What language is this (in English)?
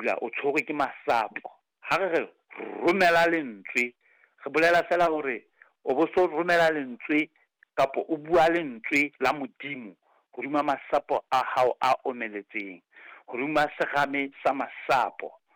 Southern Sotho